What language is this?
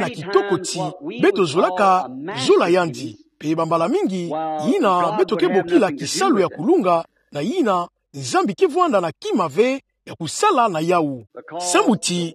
Kituba (Democratic Republic of Congo)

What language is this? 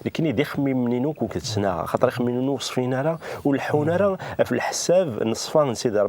Kabyle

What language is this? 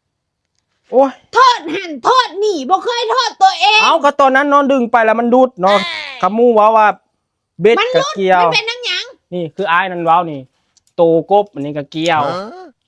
Lao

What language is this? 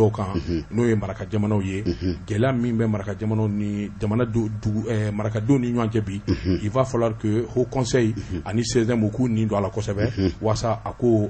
Bambara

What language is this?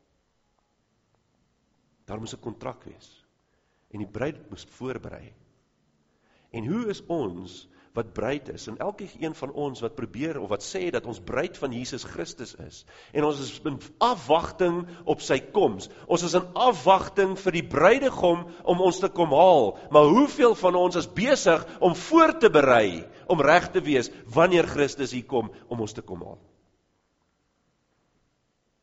Afrikaans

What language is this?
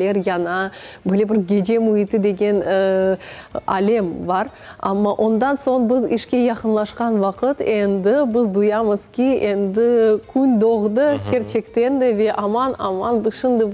Crimean Tatar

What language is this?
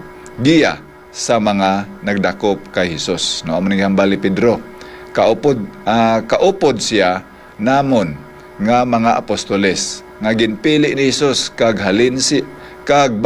Hiligaynon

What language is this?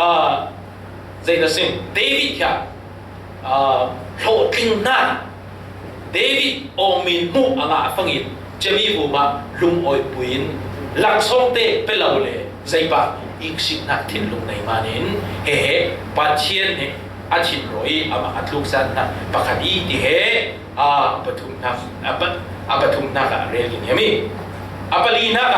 Falam Chin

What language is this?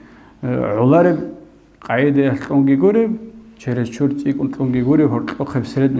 Avaric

